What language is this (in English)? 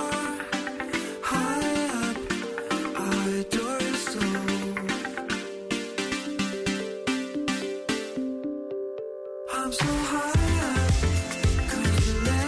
Ukrainian